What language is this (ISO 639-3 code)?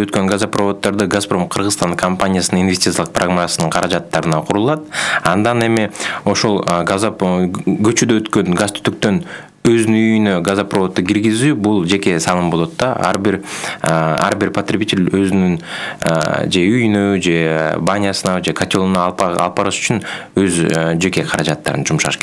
kir